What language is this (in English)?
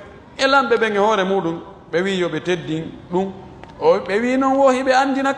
Pular